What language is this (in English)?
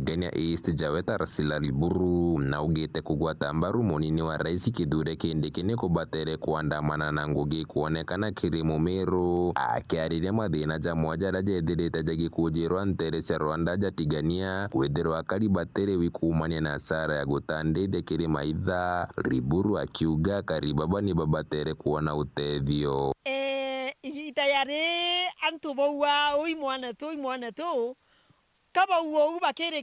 Meru